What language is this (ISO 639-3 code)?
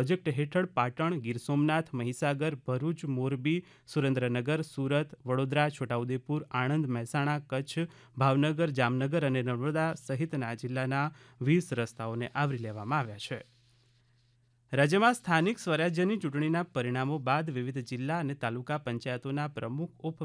guj